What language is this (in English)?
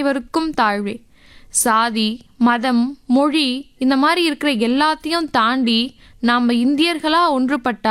Tamil